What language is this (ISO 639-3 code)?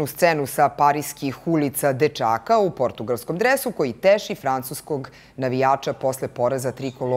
srp